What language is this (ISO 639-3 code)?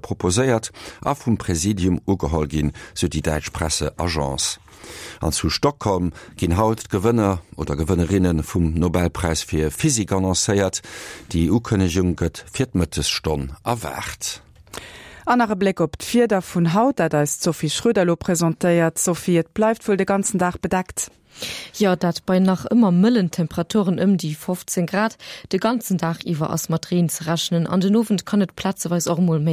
ltz